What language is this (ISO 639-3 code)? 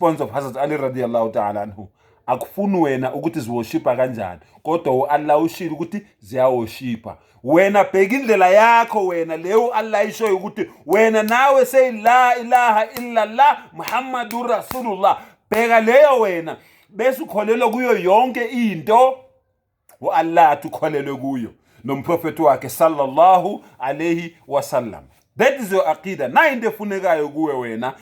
zul